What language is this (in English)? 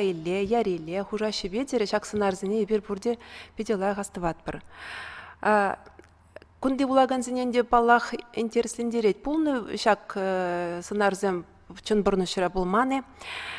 Chuvash